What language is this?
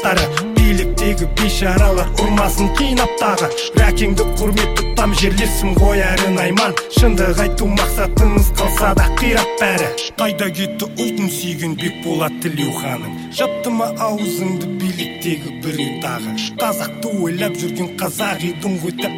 Kazakh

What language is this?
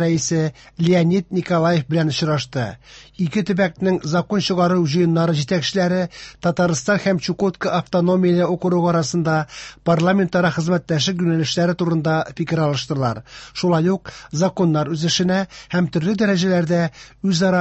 Tatar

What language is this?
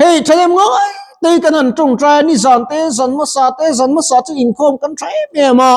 Mizo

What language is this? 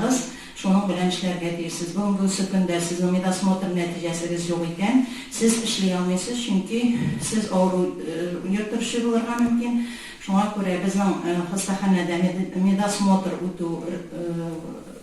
Tatar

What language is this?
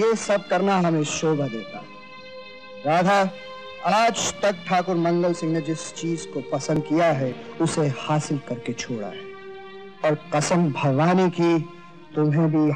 Hindi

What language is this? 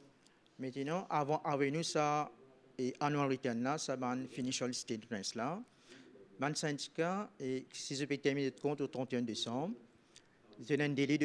Morisyen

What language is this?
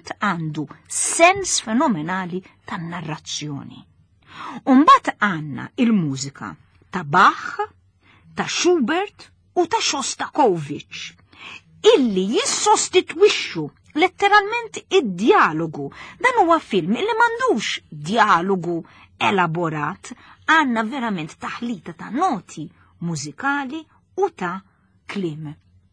Maltese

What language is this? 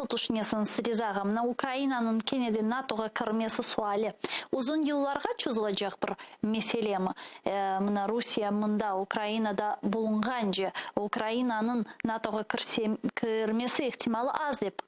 Crimean Tatar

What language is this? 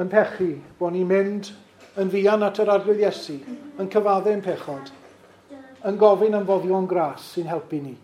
Welsh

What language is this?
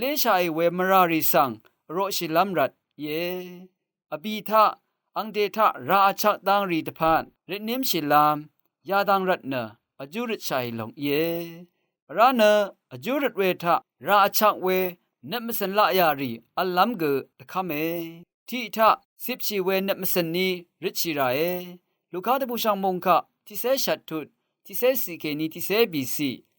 Rawang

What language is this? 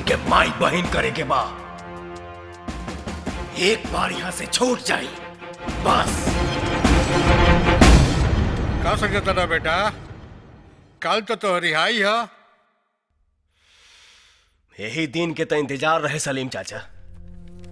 Bhojpuri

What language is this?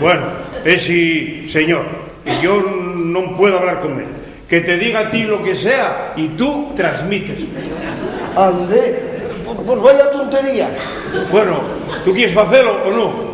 Asturian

